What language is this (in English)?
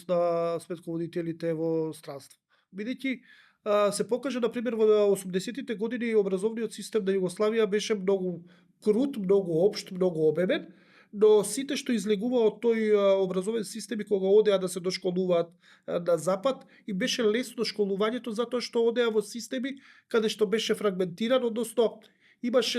Macedonian